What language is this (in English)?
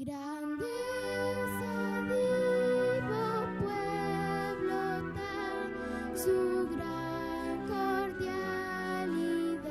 Papiamento